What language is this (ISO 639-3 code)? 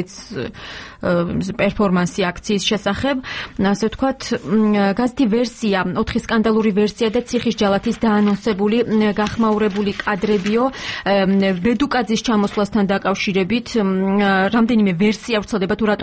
kat